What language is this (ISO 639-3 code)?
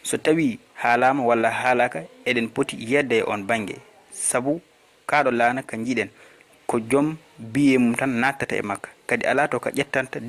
ful